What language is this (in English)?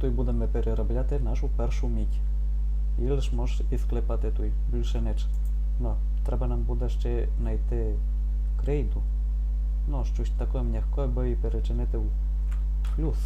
Rusyn